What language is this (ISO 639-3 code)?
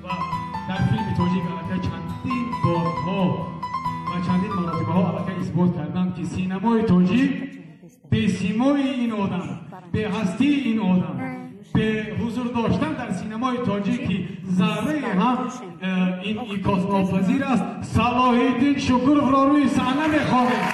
tgk